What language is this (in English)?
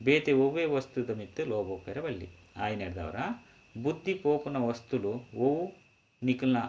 Tulu